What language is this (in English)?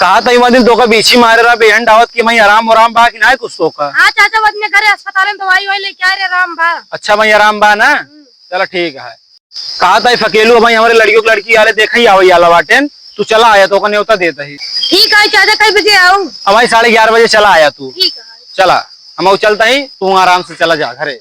Awadhi